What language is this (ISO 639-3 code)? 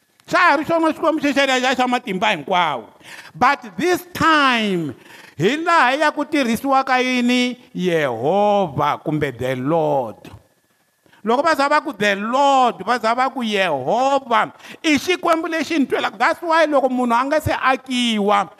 tso